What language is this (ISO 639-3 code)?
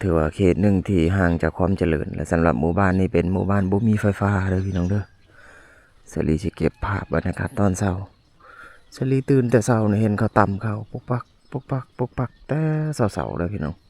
lao